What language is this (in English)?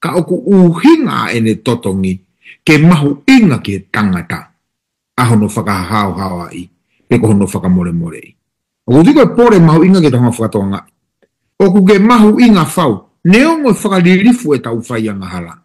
Tongan